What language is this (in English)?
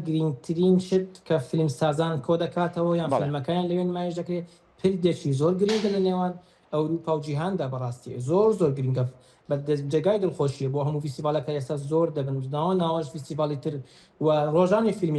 Central Kurdish